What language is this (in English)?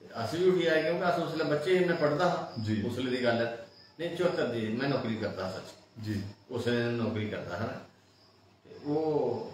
Dogri